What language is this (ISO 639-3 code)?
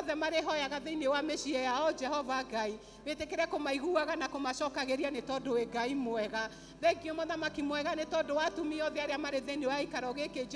kik